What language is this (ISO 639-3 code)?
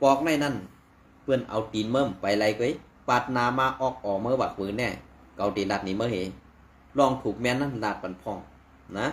shn